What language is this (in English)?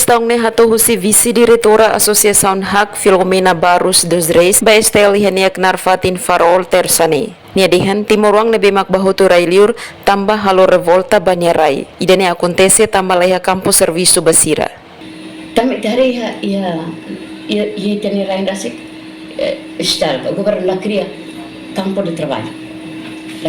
Tetum